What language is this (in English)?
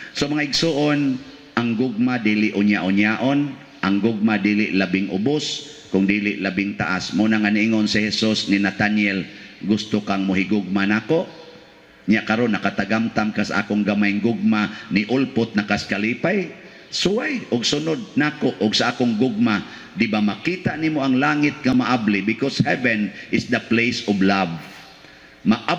Cebuano